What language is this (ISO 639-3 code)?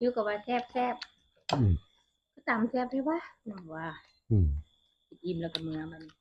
tts